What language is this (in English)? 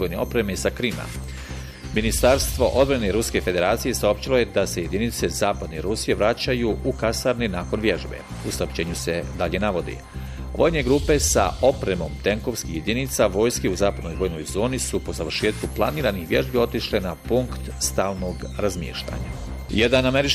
Bosnian